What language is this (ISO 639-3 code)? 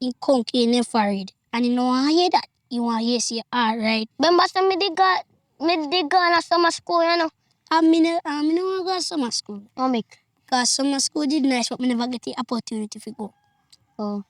jam